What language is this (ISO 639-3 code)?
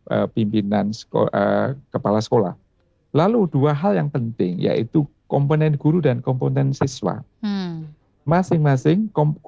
ind